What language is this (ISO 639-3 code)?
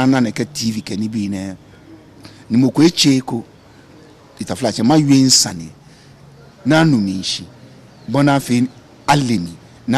gaa